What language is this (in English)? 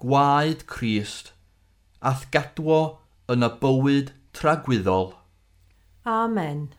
Welsh